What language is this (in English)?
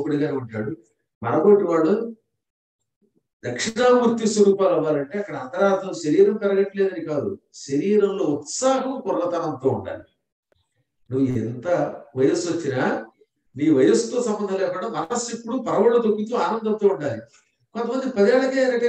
Telugu